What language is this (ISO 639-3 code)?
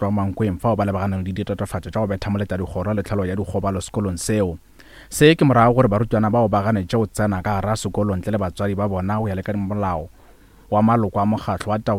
nso